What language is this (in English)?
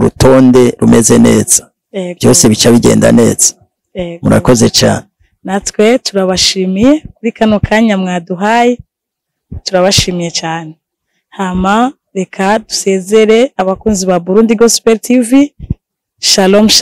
Rundi